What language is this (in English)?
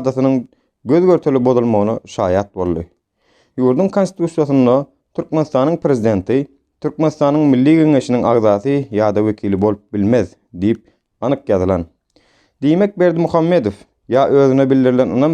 Turkmen